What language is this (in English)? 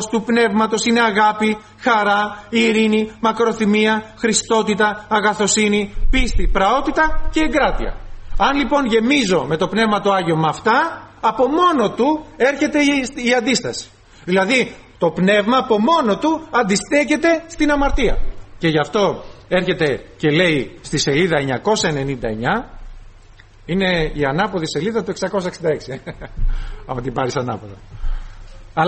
Greek